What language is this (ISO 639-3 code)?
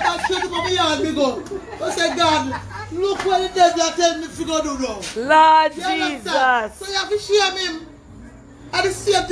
jam